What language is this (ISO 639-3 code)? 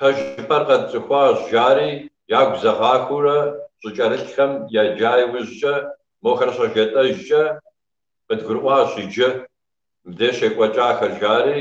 kbd